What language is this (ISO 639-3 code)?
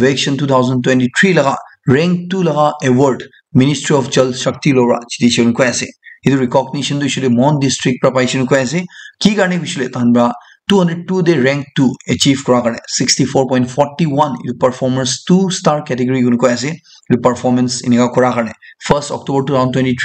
nag